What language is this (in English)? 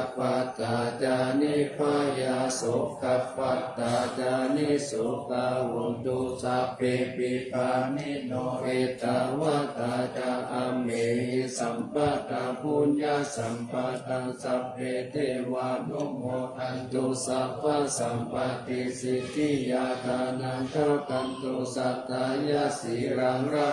Pali